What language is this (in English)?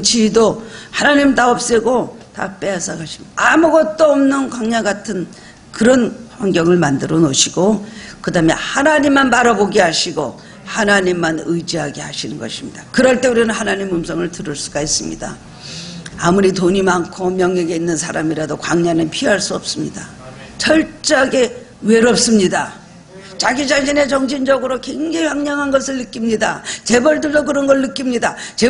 Korean